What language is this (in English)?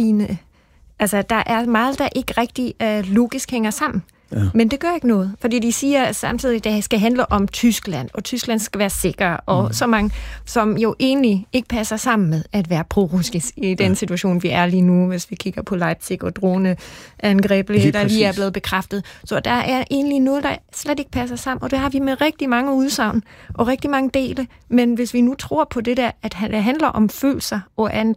Danish